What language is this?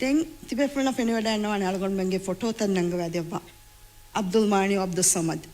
Divehi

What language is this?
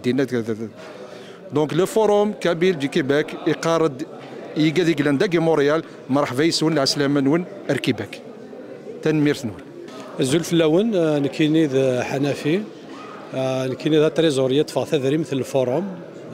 Kabyle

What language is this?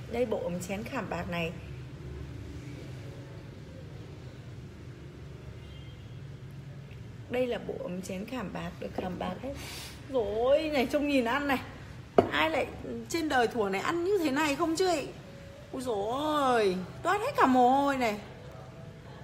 Vietnamese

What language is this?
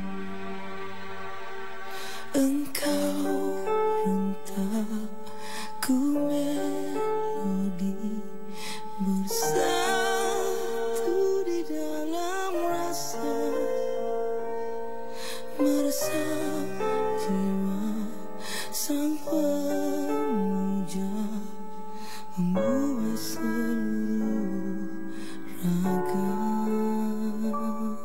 Malay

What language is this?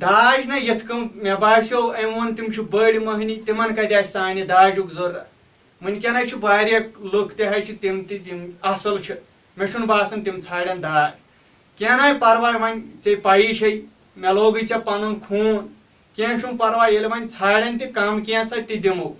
Kashmiri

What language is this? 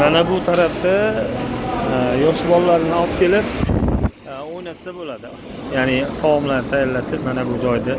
Uzbek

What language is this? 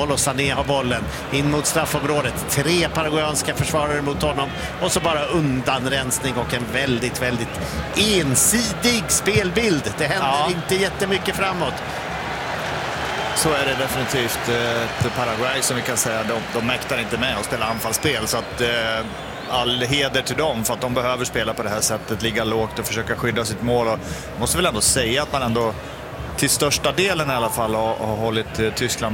Swedish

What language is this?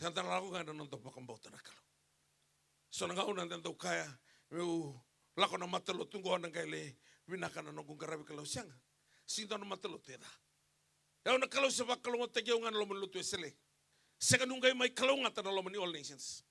Fijian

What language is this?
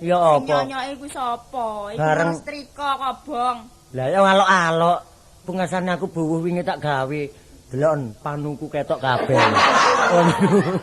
Javanese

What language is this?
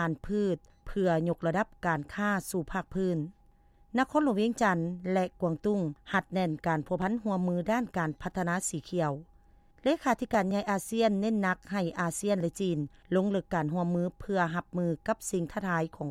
Lao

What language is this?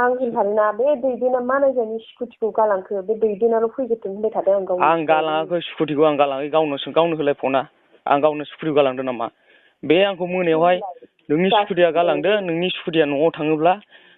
Bodo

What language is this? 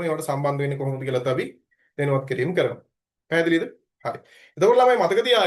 Sinhala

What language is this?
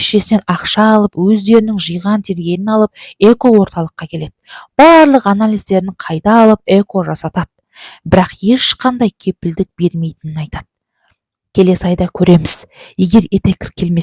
Kazakh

